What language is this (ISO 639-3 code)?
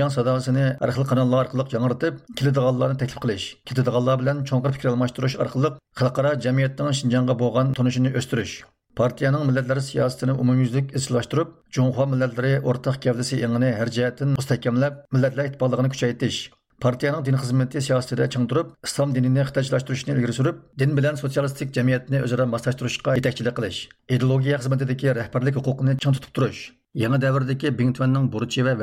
uig